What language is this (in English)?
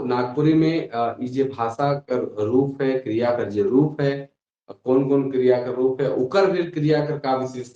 Sadri